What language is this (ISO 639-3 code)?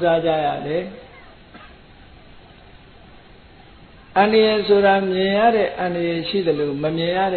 mya